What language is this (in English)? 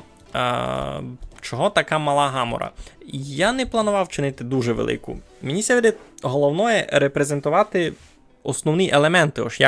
Rusyn